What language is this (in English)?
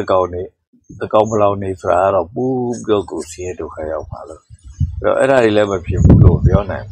Burmese